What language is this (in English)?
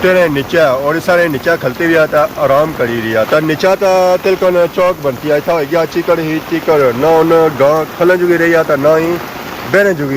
Pahari-Potwari